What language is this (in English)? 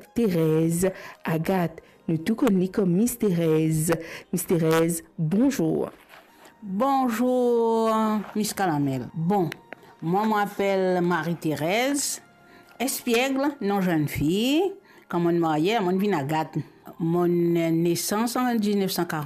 Morisyen